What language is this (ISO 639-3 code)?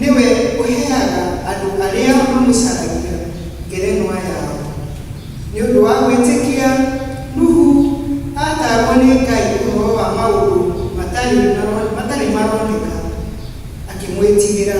kik